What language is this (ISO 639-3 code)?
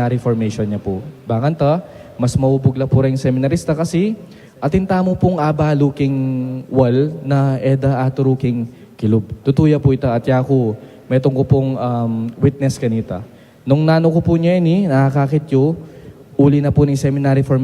pam